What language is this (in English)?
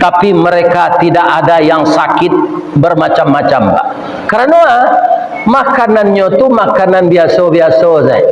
Minangkabau